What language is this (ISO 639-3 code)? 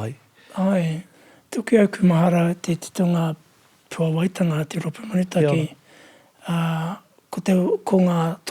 mri